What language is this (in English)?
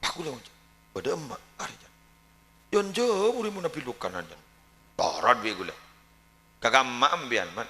Madurese